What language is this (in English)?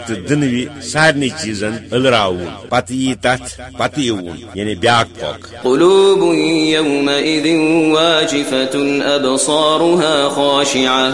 Kashmiri